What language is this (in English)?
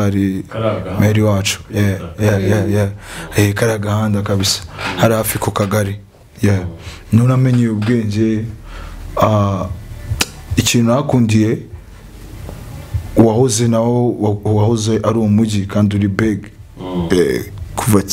Kinyarwanda